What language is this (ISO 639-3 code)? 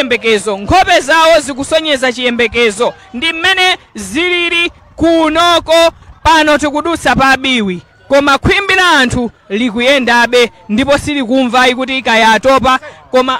nya